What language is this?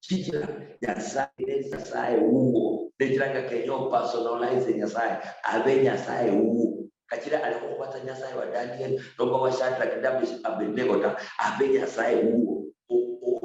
Luyia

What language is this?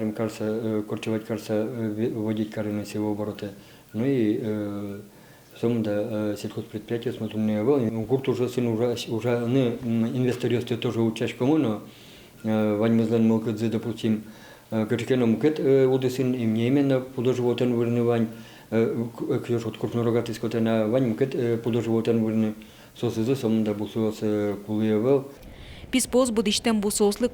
Udmurt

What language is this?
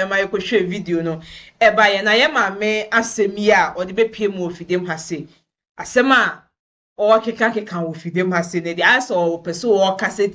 Akan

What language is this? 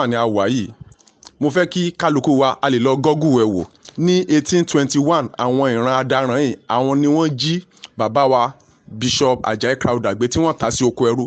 Yoruba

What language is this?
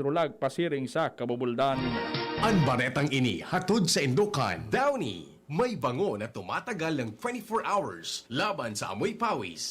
Bikol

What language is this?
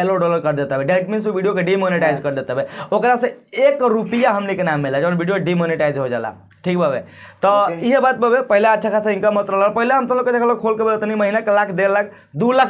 Bhojpuri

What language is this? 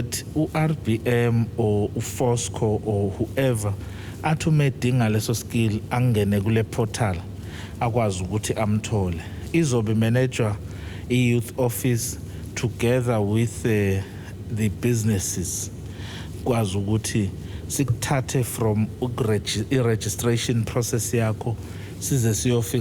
Zulu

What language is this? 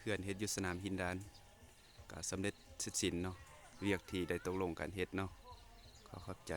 Lao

